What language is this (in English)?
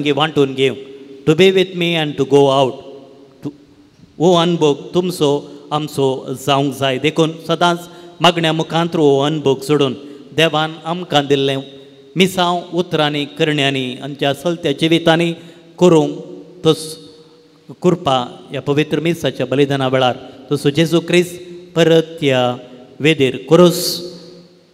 Konkani